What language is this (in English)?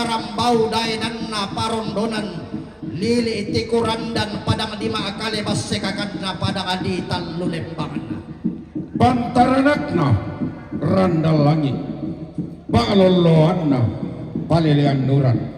Toraja-Sa'dan